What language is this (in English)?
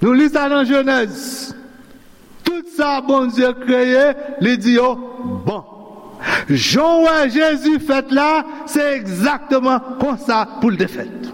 Haitian Creole